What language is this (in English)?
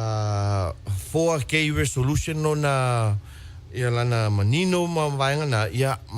Samoan